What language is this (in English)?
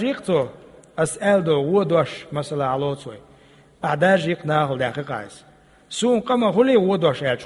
Chechen